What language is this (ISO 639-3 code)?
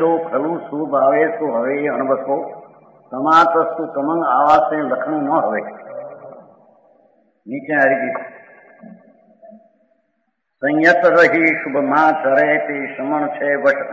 guj